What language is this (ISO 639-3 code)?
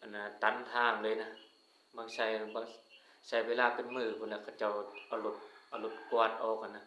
lao